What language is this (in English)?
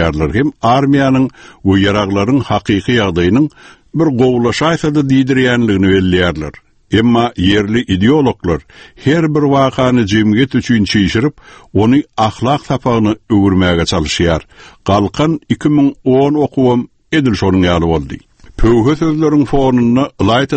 Turkmen